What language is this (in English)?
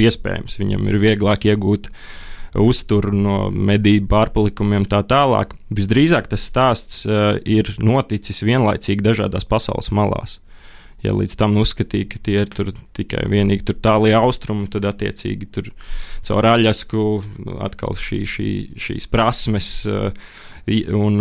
Latvian